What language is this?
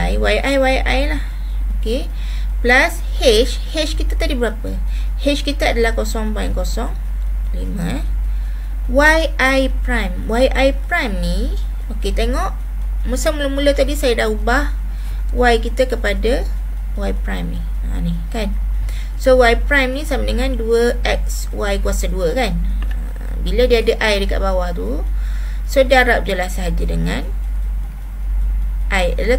Malay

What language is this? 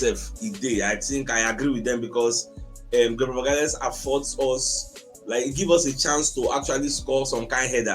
Nigerian Pidgin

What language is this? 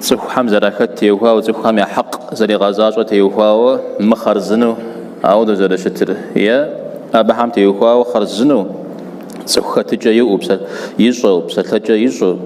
Kabardian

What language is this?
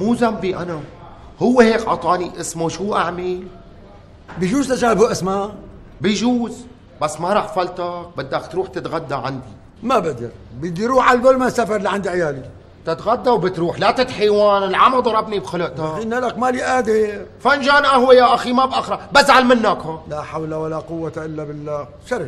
North Levantine Arabic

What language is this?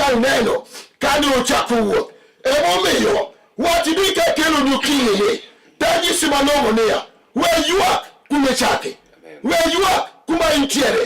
Luo (Kenya and Tanzania)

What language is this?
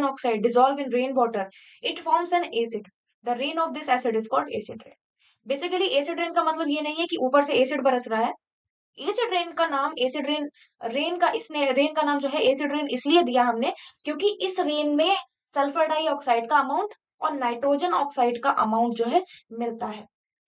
Hindi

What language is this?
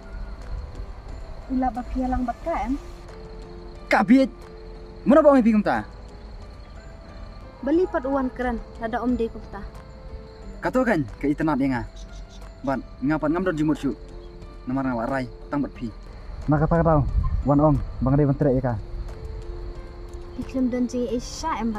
Malay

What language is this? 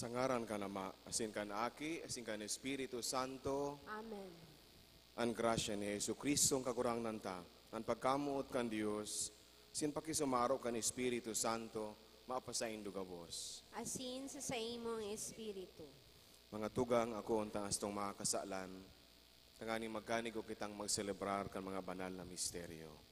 Bikol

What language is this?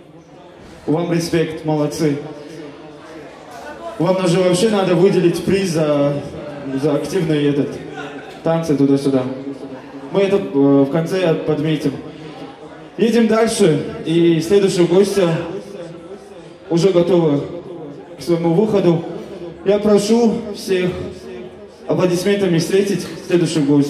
Russian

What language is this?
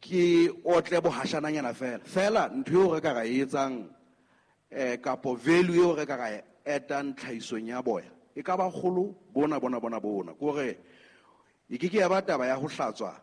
Southern Sotho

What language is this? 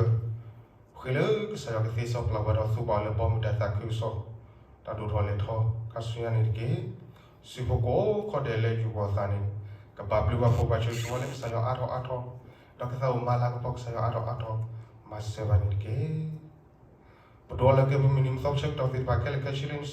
S'gaw Karen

